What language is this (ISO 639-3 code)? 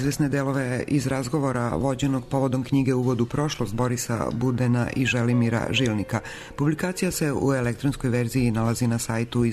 srp